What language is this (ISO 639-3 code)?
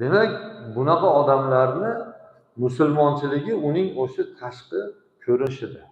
uzb